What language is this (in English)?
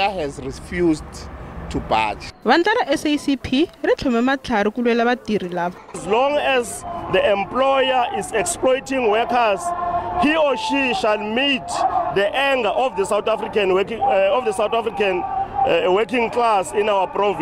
Tsonga